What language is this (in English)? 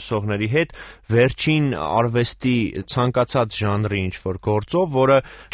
Armenian